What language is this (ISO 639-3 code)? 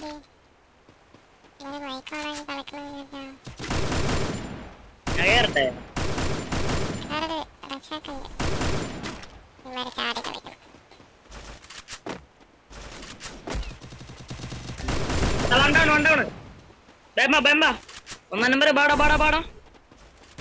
mal